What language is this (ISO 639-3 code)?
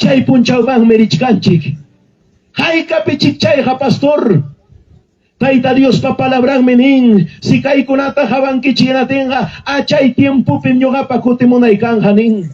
quy